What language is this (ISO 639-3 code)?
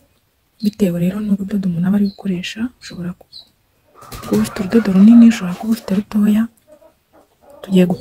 kin